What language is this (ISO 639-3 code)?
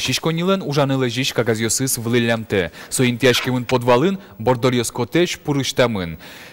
udm